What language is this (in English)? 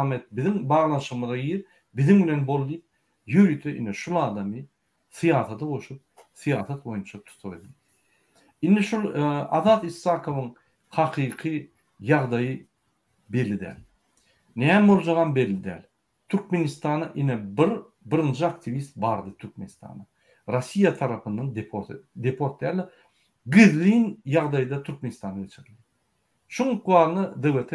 Turkmen